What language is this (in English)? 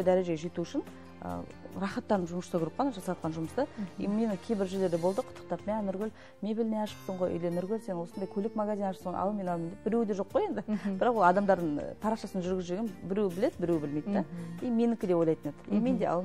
Kazakh